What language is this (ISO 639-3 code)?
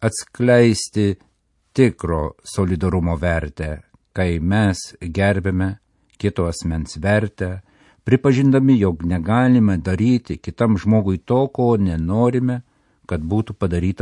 lit